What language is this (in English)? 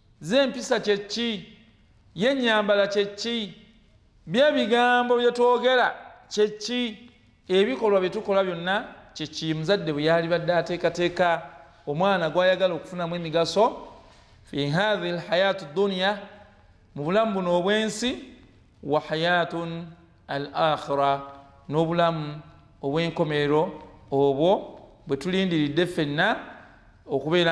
Ganda